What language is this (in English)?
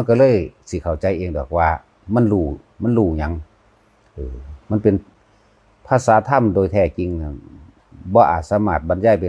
Northeastern Thai